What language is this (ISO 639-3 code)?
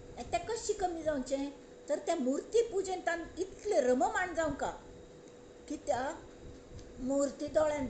kok